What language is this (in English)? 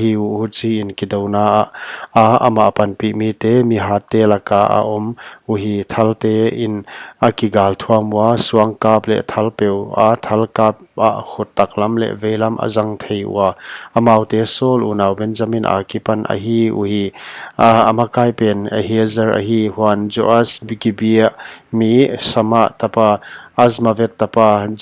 Paite Chin